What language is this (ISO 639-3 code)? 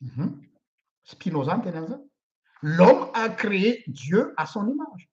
mlg